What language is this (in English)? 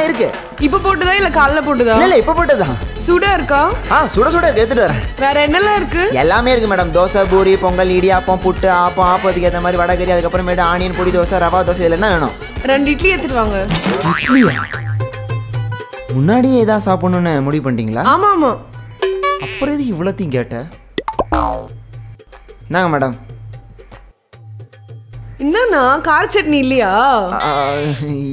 Tamil